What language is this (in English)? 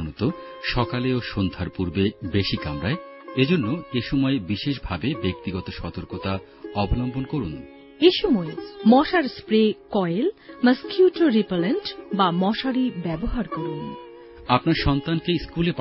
Bangla